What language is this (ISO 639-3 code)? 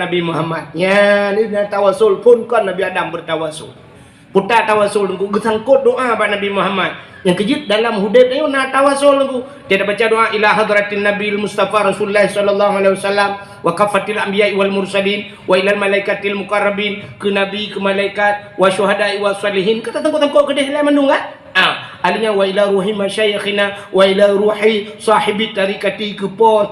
ace